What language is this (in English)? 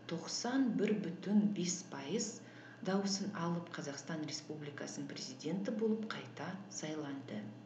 Kazakh